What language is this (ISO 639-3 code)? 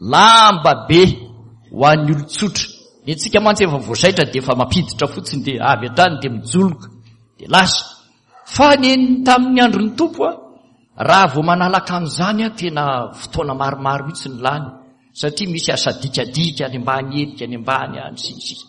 mlg